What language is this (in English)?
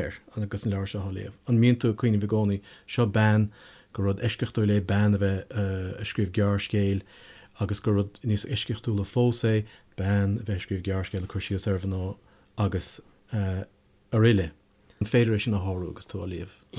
Irish